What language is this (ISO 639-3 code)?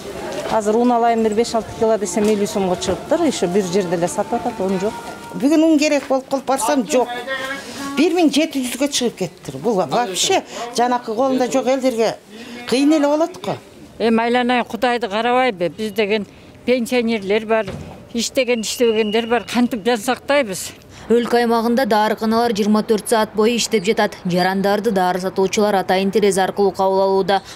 kir